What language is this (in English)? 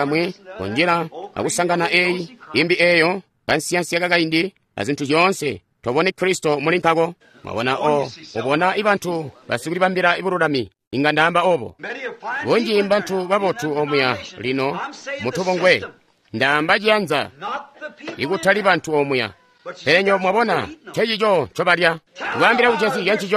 Tonga (Zambia)